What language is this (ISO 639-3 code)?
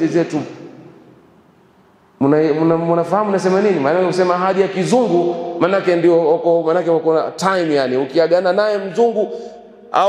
swa